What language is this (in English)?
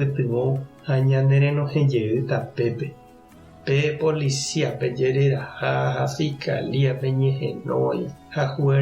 Guarani